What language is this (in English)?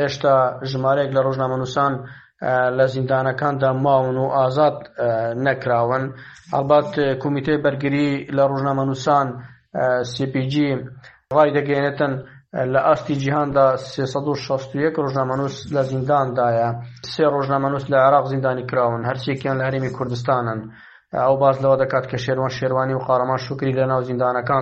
Central Kurdish